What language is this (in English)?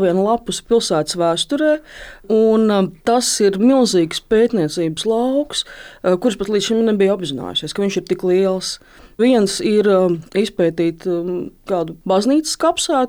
Latvian